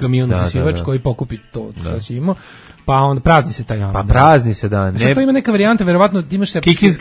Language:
Serbian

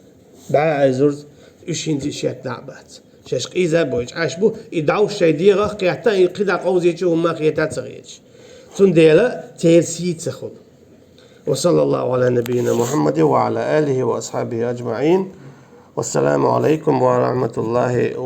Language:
Chechen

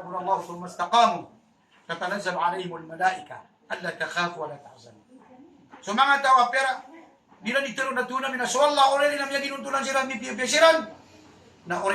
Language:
Maranao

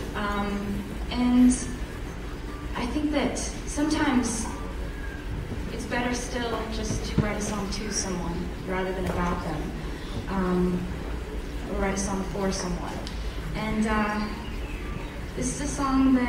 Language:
English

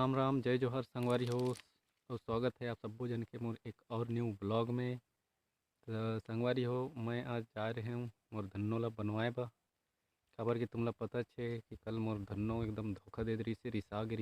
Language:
Chhattisgarhi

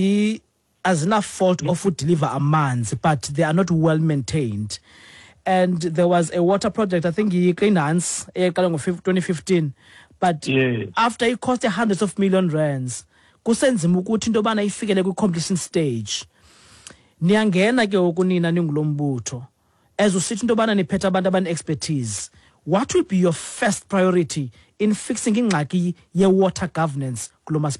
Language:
Xhosa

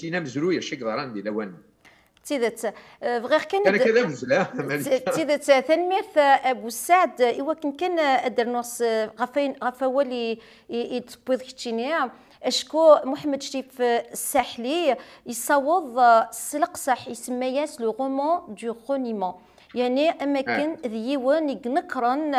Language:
Kabyle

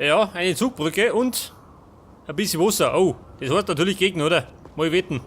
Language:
Bavarian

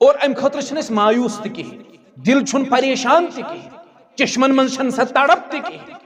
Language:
Kashmiri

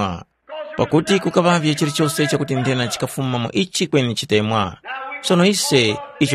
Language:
Tumbuka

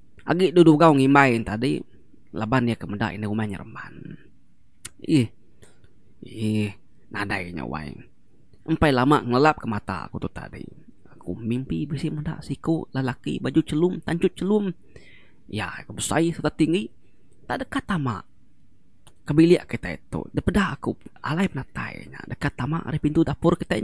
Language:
Iban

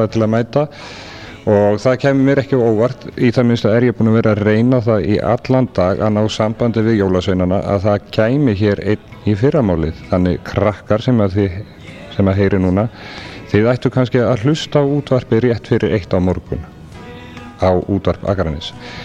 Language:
Icelandic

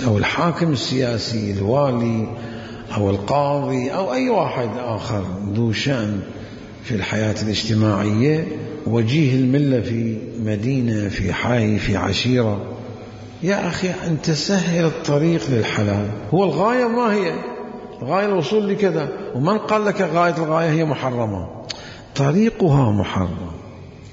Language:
Mesopotamian Arabic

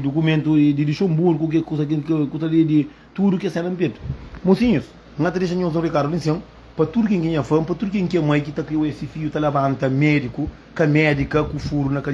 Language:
Kabuverdianu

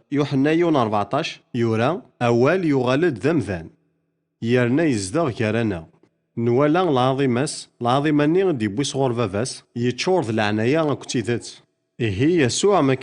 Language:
Kabyle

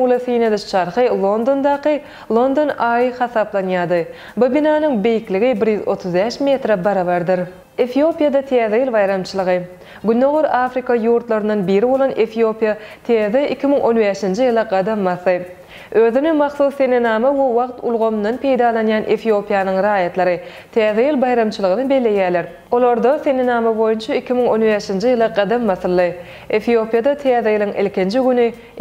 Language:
Turkmen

